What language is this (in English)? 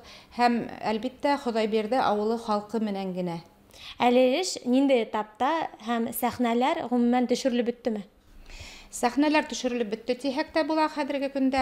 Bashkir